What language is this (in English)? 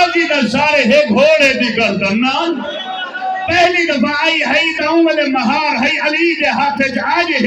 Saraiki